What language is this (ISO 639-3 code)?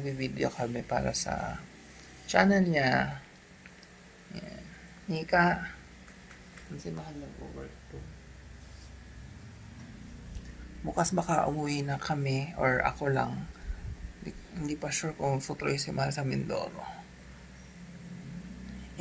fil